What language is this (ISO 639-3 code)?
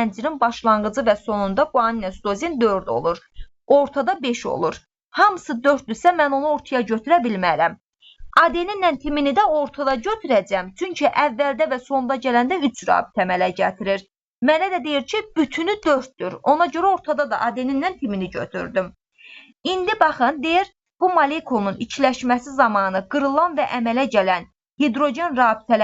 aze